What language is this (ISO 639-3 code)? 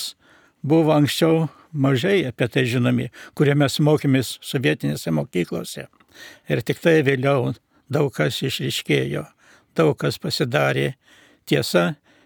lit